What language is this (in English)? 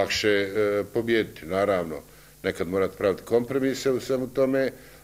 Bosnian